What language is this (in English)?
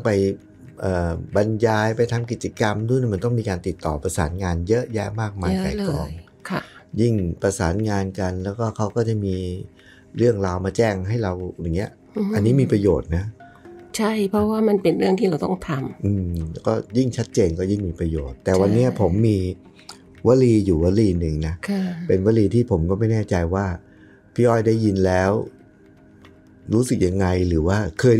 Thai